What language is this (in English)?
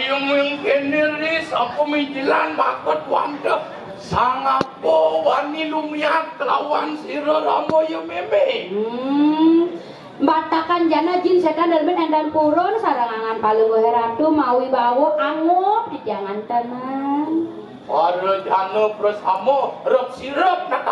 Balinese